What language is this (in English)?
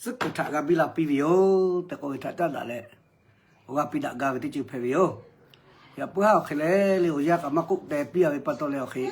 Lahu